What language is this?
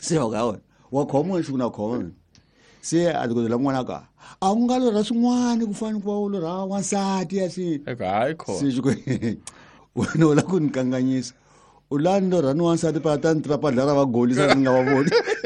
Tsonga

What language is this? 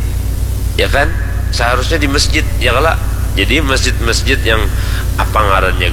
Banjar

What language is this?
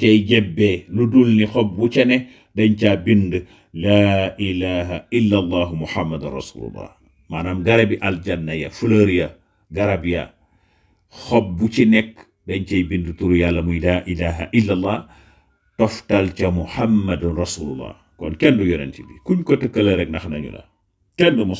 Wolof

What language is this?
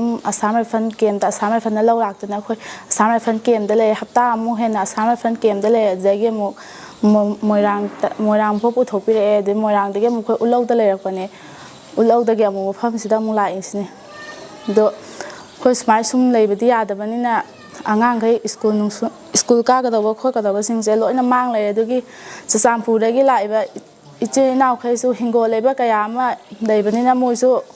Manipuri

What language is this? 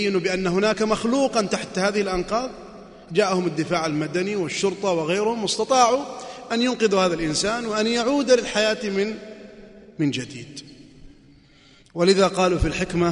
Arabic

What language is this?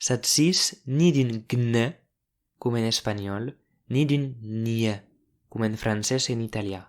Occitan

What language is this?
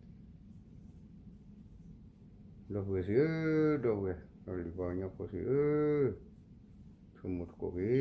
S'gaw Karen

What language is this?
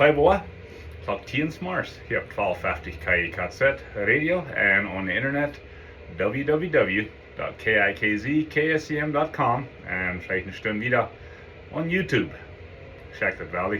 Plautdietsch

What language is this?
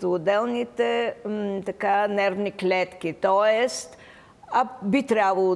Bulgarian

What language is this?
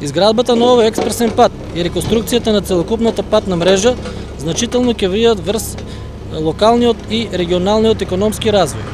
Macedonian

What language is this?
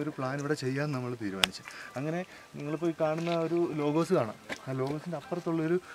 Malayalam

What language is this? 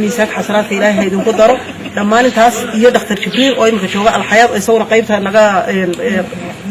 Somali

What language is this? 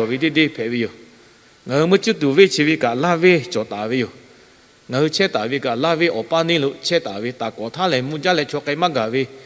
Lahu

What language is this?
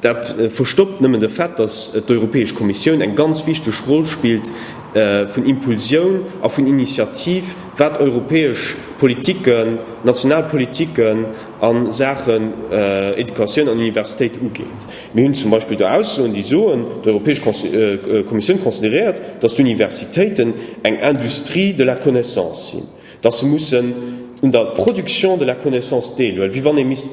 Luxembourgish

